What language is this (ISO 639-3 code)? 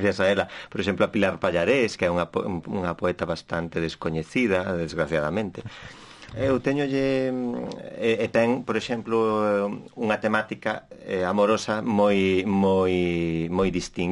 glg